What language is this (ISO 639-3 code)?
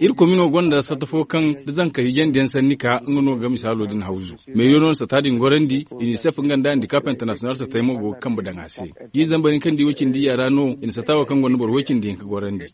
dje